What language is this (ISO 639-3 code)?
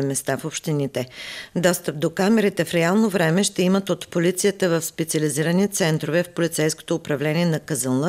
bul